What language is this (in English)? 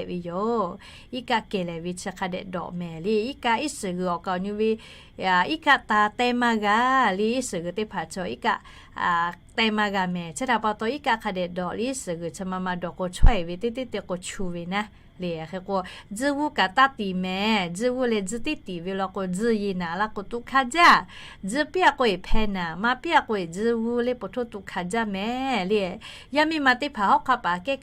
Lahu